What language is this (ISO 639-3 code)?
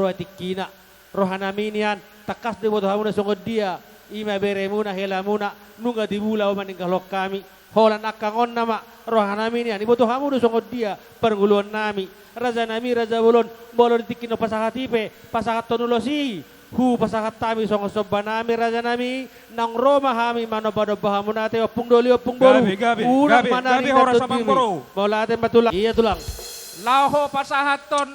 bbc